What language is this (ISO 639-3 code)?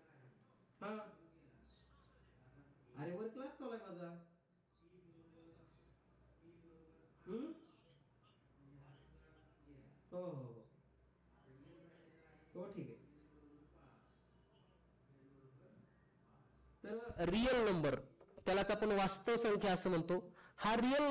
mar